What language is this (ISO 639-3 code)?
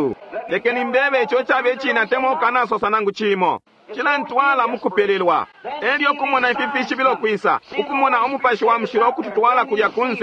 bem